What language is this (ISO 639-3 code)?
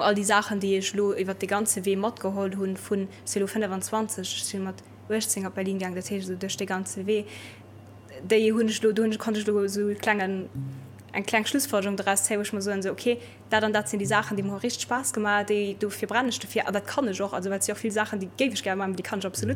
ltz